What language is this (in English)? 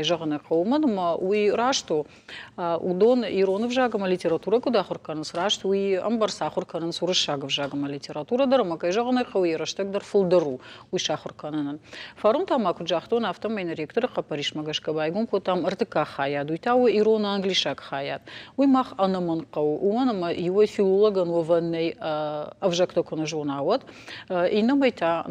Ossetic